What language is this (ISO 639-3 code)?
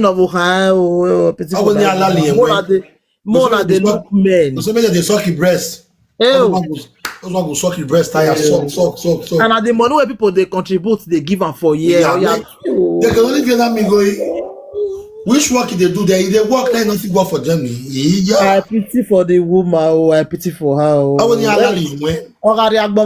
pcm